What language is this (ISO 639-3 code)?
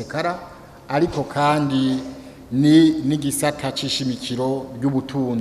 run